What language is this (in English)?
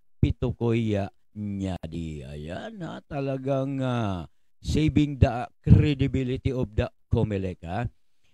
Buhi'non Bikol